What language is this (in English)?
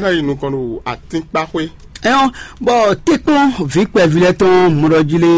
Fon